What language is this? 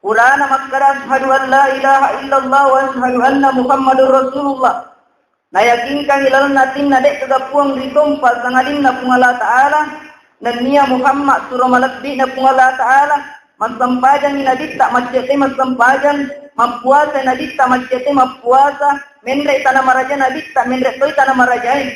Buginese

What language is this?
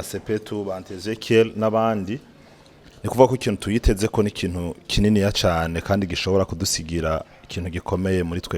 Rundi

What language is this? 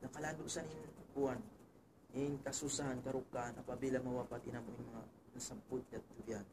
Tausug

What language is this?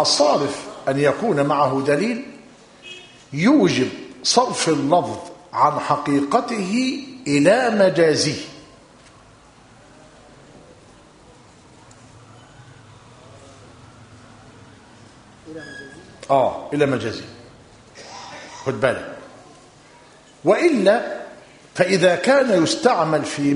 Arabic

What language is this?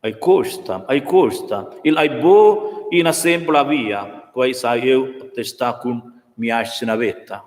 Romansh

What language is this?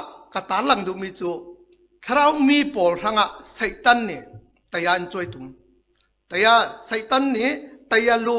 Falam Chin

